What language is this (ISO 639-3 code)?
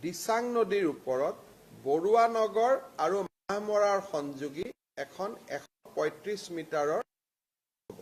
asm